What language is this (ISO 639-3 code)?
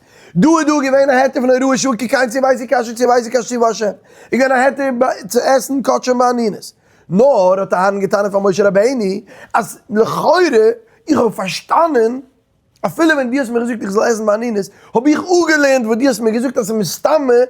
yid